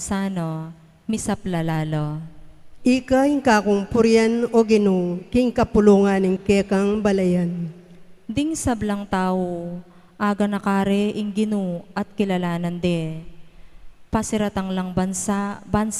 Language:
Pampanga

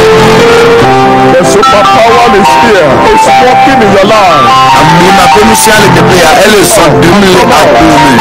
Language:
Ewe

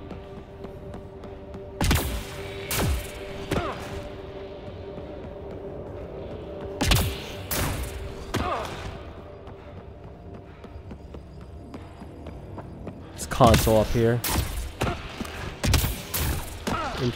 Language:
English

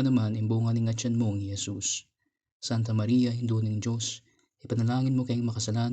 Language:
Pampanga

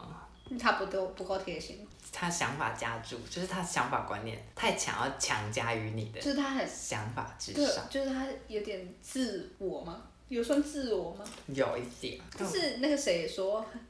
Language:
Chinese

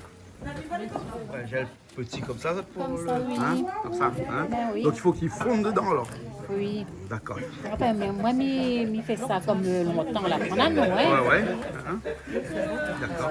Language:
Réunion Creole French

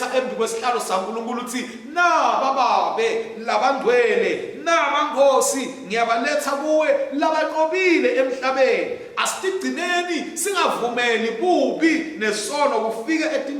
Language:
Swati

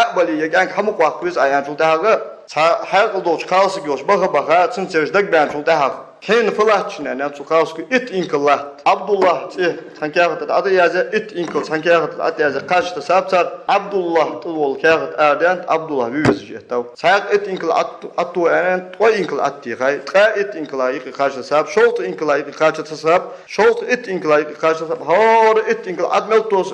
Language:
Ingush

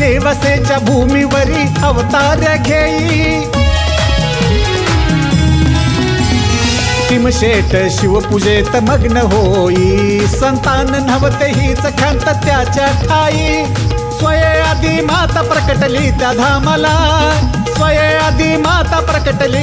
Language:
Marathi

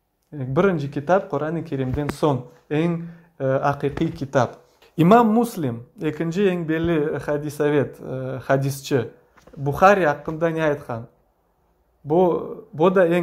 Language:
Crimean Tatar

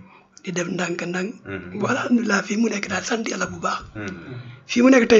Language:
Wolof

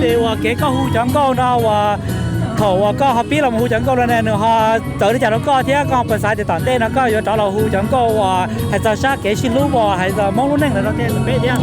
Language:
Hmong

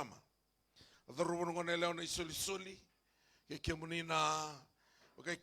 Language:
Fijian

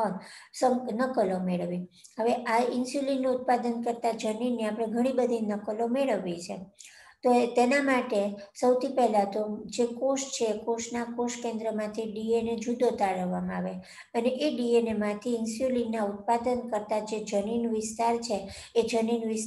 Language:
Gujarati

